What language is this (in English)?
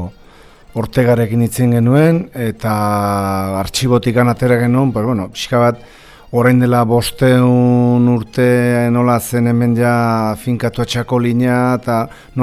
Basque